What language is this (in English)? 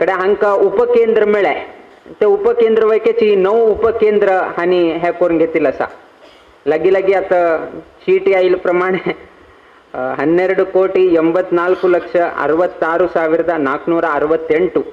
Konkani